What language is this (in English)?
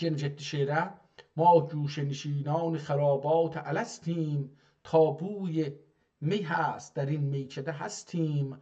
South Azerbaijani